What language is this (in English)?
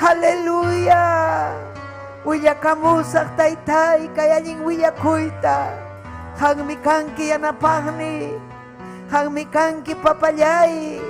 Ayacucho Quechua